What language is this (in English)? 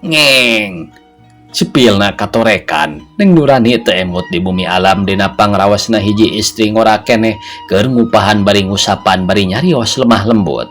Sundanese